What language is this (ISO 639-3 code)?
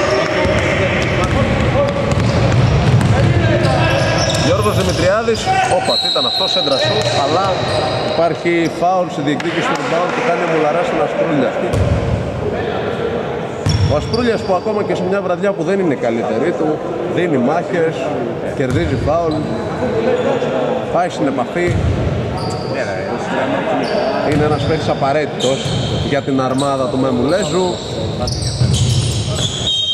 ell